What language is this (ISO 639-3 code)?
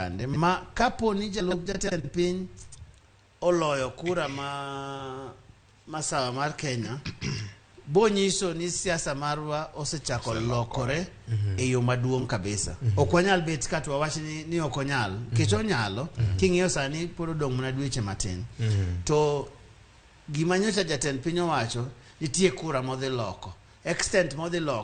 luo